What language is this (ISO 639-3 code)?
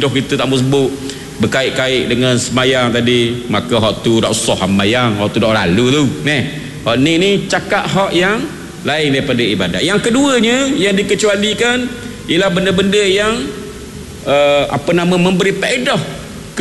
msa